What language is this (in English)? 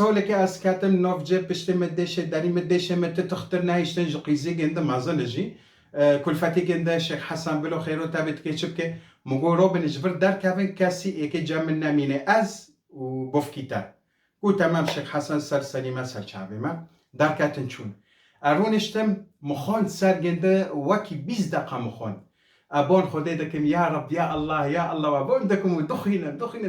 Kurdish